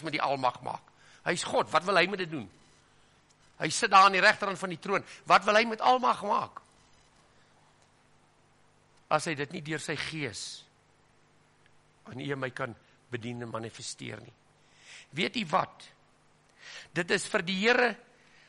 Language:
Afrikaans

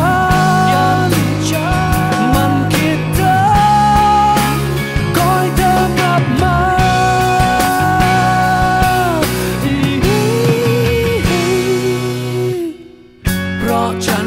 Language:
Thai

